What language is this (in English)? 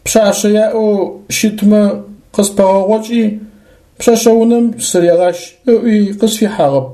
Adyghe